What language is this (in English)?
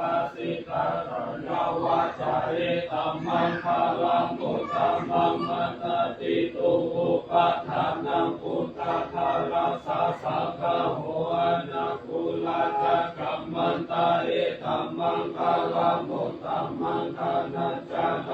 Pali